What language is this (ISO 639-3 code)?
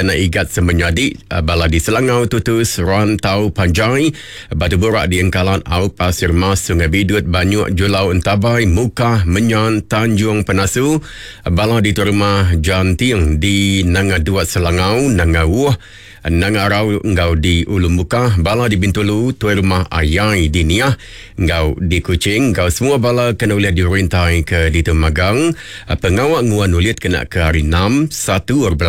iba